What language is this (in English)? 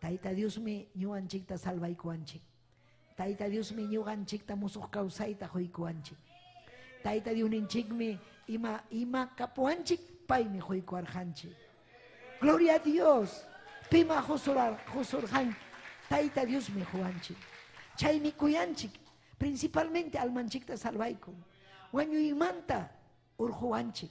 Ayacucho Quechua